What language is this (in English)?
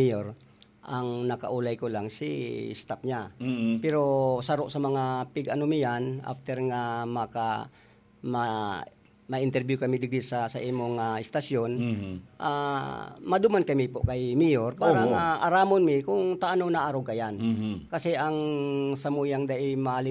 Bikol